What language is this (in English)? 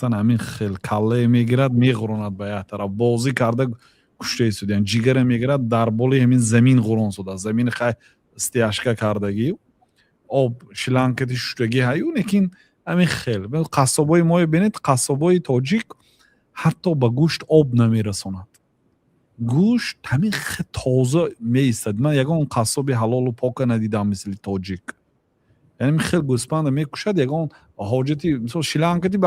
Tajik